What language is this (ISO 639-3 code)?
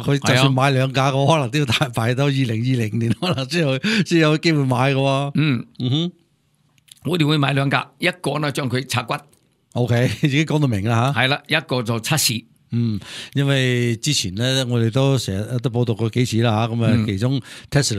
yue